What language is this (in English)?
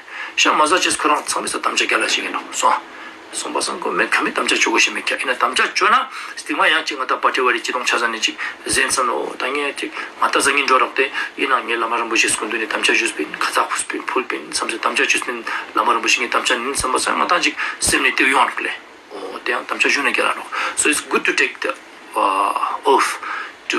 Ladakhi